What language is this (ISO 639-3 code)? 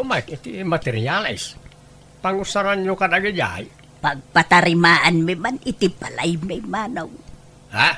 ilo